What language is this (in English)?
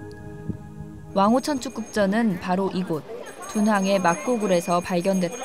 Korean